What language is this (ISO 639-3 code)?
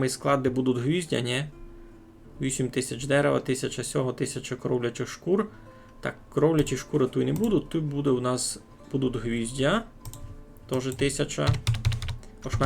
rue